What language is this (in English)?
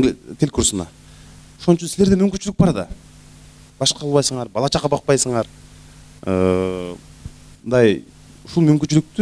Kyrgyz